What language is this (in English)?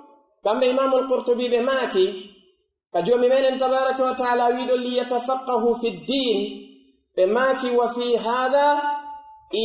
Pular